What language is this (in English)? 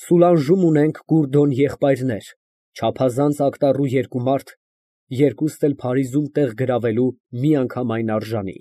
Armenian